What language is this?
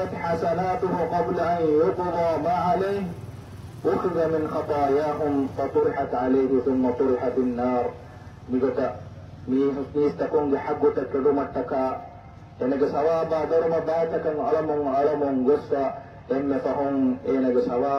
Divehi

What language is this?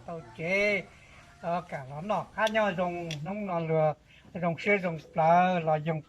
Hmong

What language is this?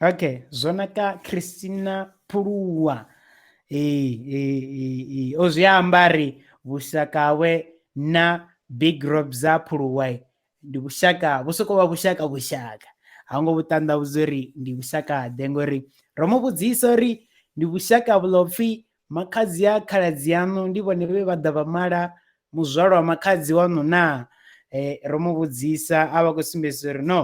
Venda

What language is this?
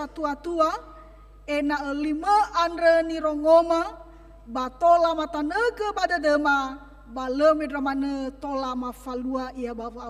Nias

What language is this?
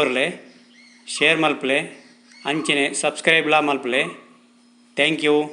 Tulu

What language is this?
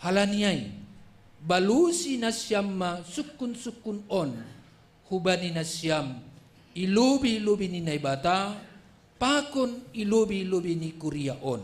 Batak Simalungun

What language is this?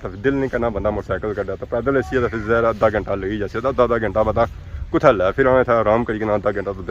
Pahari-Potwari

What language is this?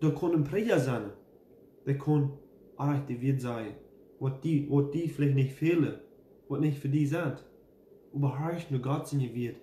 Plautdietsch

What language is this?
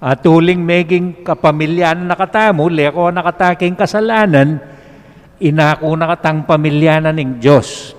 Pampanga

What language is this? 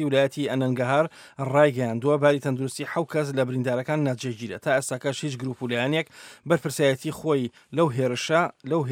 Central Kurdish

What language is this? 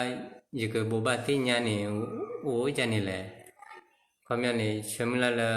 S'gaw Karen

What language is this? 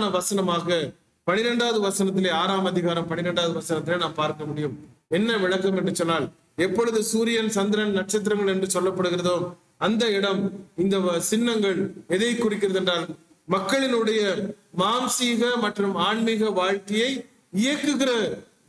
Tamil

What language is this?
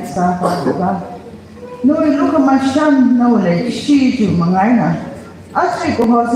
Tangkhul Naga (India)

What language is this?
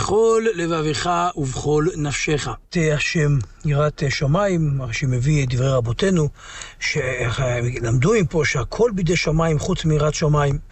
Hebrew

